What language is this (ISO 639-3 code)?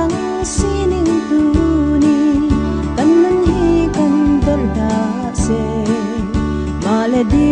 cnh